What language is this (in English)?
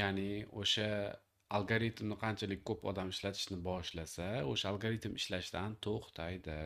Uzbek